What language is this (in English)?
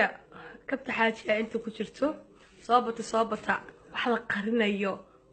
Somali